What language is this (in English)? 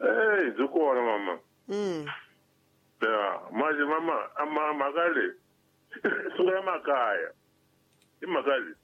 Tsonga